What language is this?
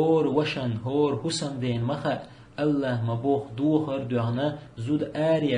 Chechen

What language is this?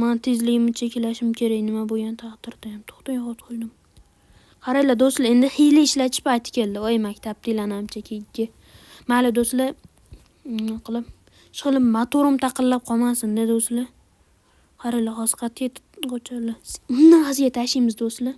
Uzbek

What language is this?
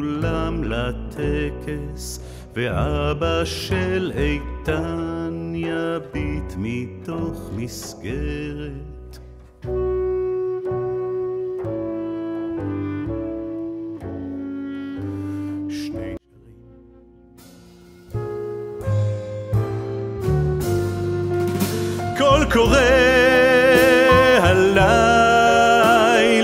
Hebrew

